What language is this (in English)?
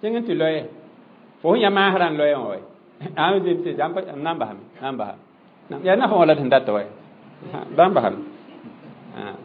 Mossi